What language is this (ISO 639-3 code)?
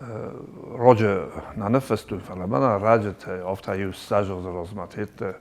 oss